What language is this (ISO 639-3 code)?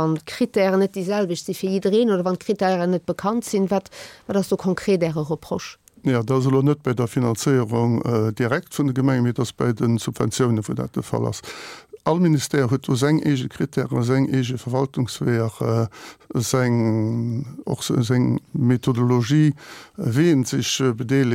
ltz